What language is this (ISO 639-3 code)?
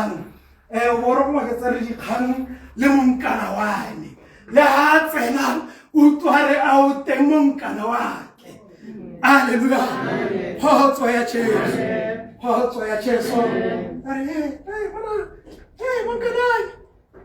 tsn